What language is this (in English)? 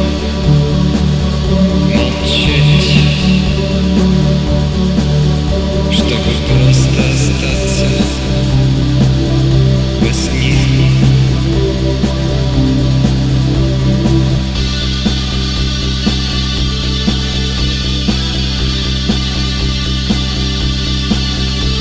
Russian